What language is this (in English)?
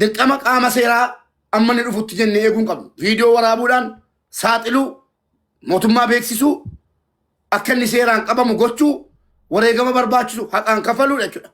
Oromo